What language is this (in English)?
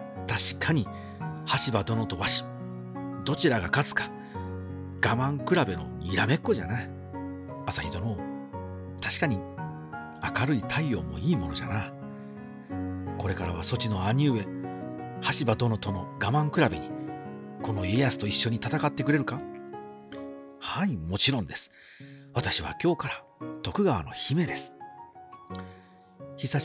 Japanese